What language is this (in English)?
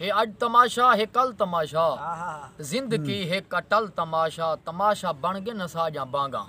Saraiki